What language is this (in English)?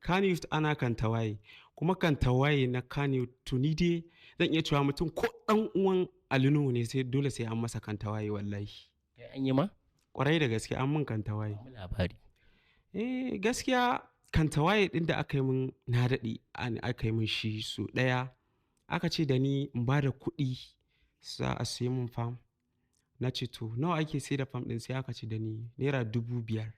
Hausa